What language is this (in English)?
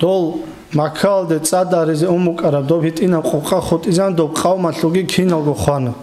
Avaric